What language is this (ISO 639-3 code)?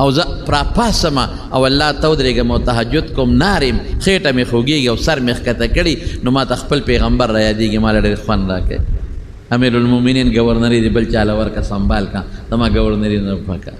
pus